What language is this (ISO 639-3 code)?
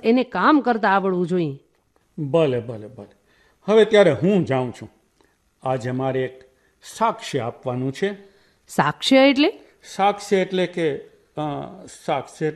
guj